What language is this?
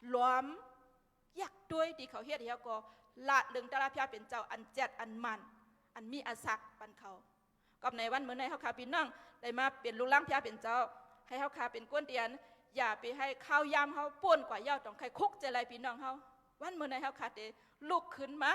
Shan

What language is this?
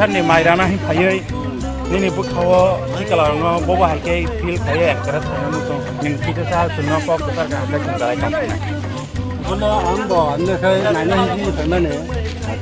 Kok Borok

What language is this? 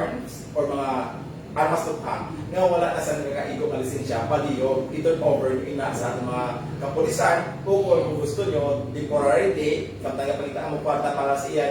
Hiligaynon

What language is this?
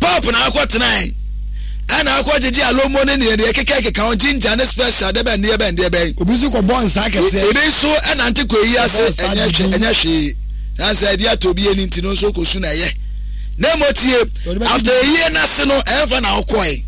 Akan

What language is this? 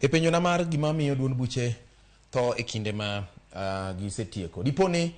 Luo (Kenya and Tanzania)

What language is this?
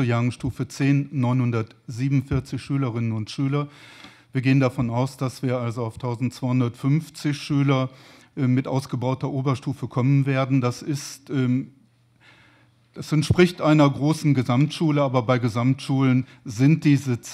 German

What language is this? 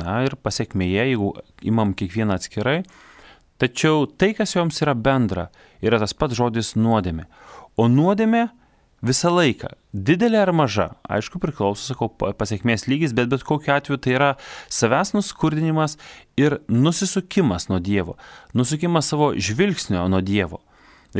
Lithuanian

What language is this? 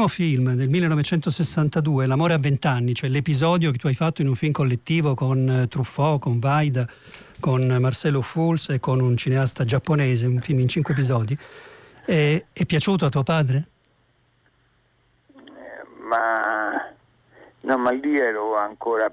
Italian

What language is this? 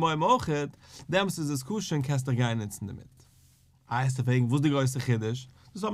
Yiddish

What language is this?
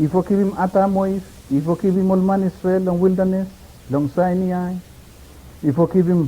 Bislama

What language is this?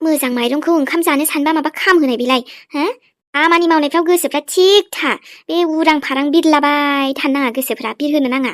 Bodo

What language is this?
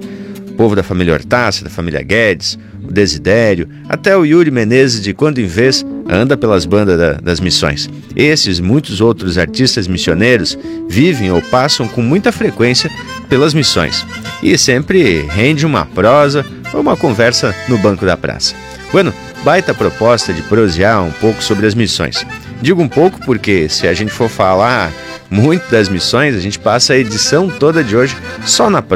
Portuguese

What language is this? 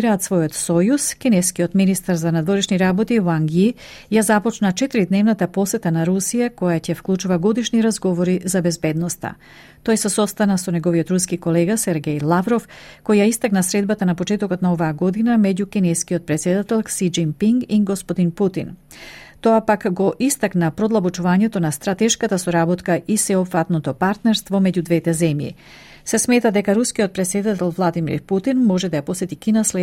Macedonian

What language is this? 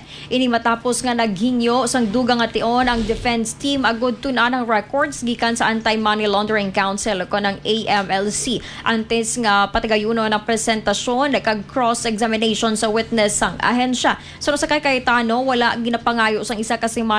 Hiligaynon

